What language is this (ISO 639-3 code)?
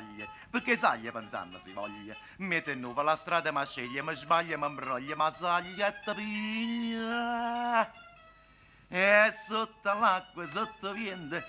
nap